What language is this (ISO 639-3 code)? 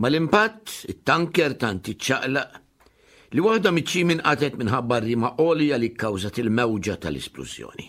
mlt